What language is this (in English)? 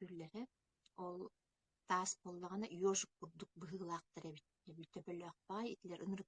Yakut